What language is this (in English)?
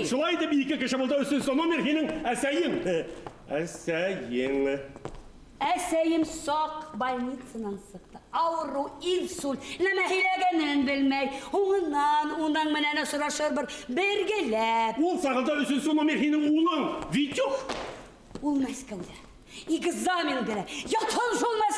Bashkir